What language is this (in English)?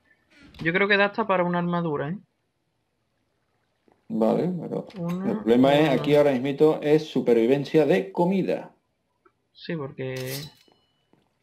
Spanish